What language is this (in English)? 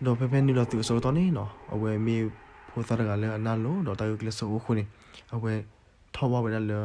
S'gaw Karen